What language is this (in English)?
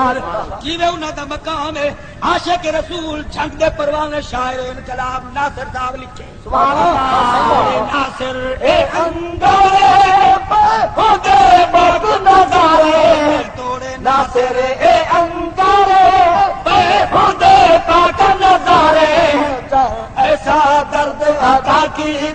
Saraiki